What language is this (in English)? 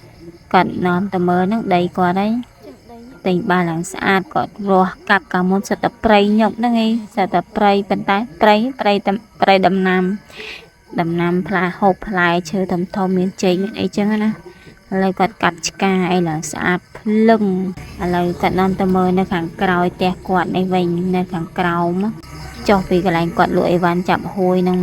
Khmer